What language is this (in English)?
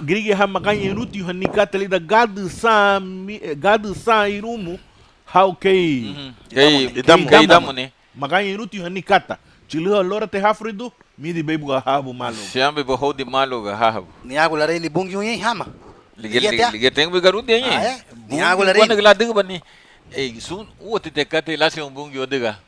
Garifuna